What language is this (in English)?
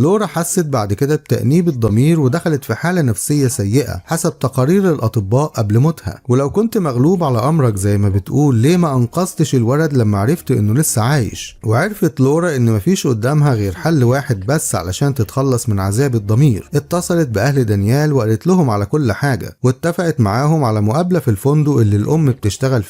Egyptian Arabic